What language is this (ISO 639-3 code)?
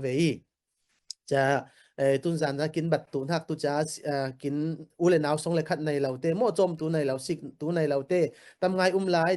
cfm